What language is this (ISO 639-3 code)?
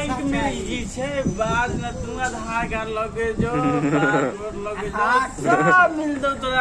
mai